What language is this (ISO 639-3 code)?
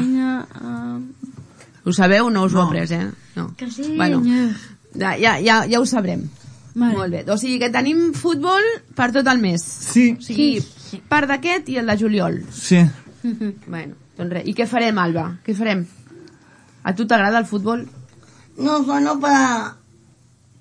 cat